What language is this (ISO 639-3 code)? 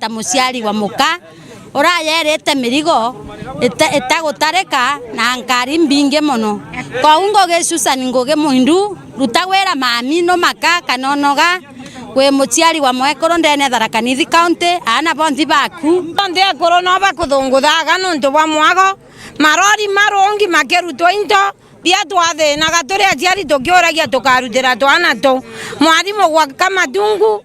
mer